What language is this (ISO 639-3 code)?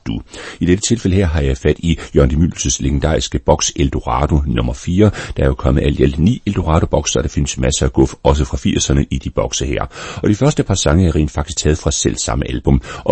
dan